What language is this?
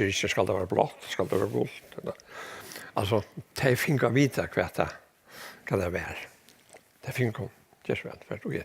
Faroese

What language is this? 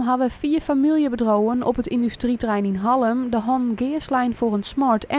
Western Frisian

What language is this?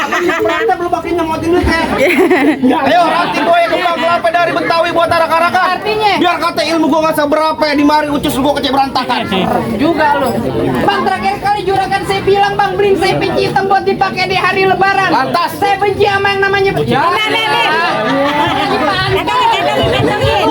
Betawi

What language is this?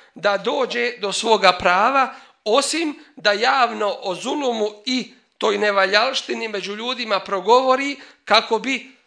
Bosnian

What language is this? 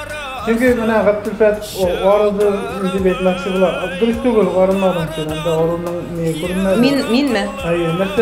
Tatar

